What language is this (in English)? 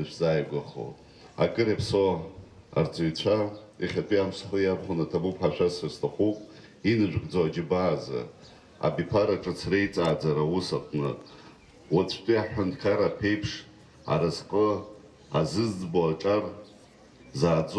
Abkhazian